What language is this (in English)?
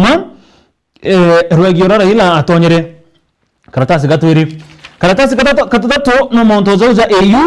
Meru